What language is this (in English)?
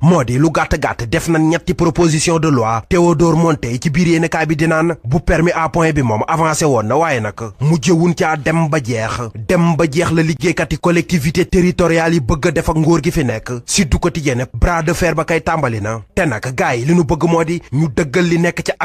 Wolof